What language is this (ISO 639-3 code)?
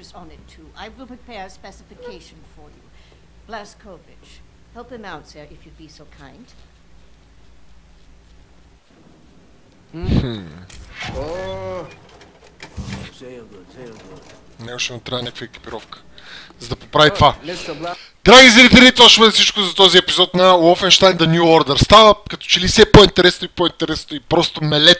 bul